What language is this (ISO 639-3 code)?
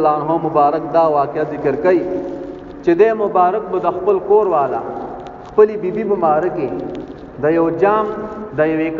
pus